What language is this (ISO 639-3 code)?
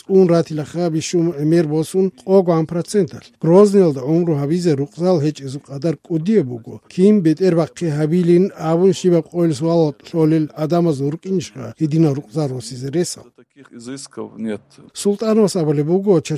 kat